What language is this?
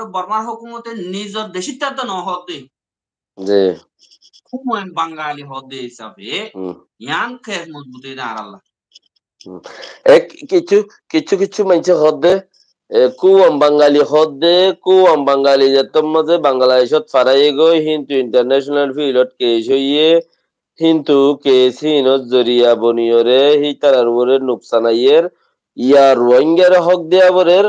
Rohingya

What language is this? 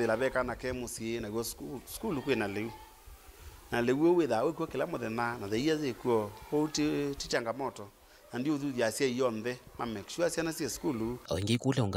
Kamba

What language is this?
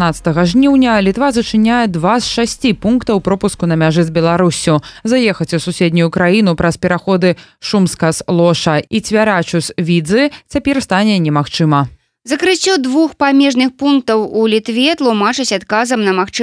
Belarusian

